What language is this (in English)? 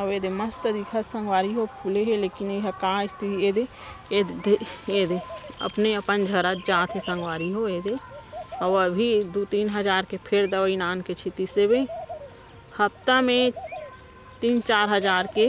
Chhattisgarhi